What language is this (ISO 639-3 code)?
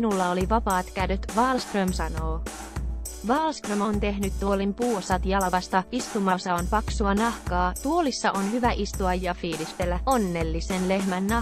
fin